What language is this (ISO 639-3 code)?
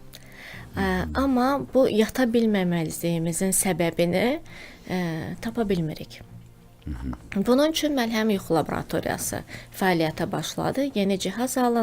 aze